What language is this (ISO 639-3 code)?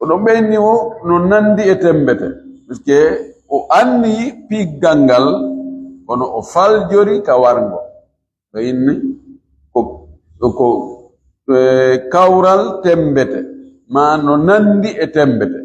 ful